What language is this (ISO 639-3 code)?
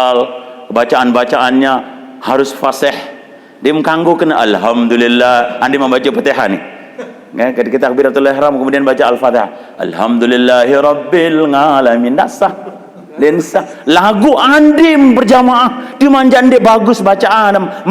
sas